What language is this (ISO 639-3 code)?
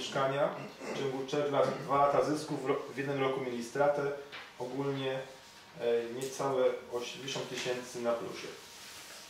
pol